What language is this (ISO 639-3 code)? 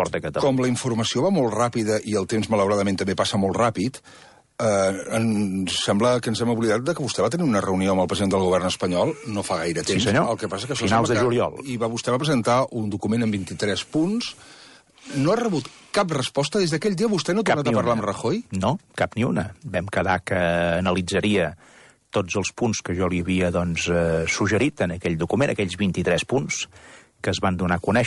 cat